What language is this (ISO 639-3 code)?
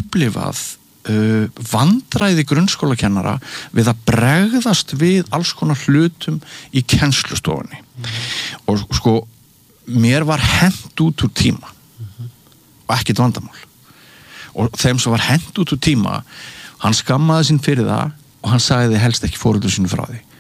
isl